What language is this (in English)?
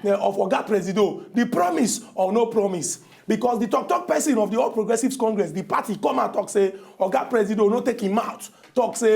Nigerian Pidgin